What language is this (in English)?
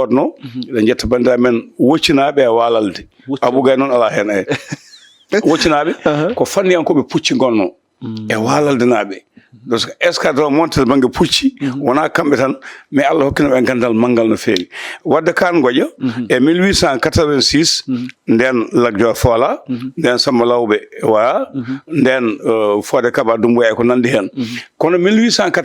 Fula